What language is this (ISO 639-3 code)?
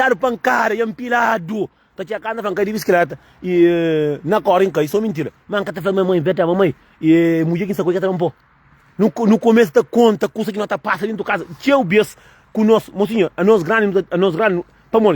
kea